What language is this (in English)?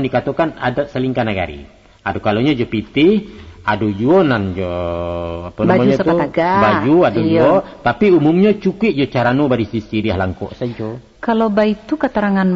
Minangkabau